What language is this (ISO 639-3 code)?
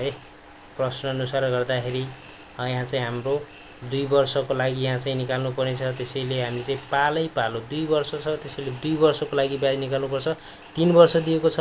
nep